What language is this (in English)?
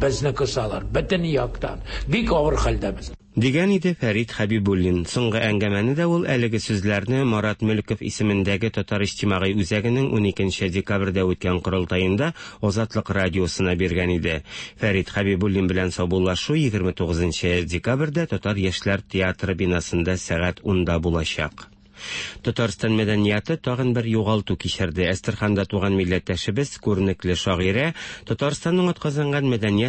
Tatar